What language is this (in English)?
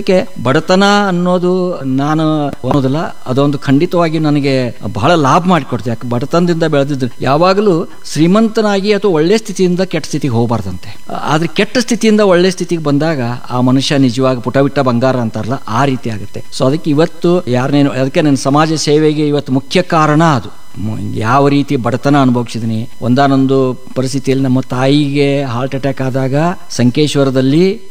Kannada